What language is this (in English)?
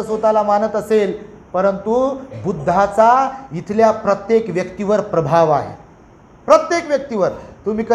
Marathi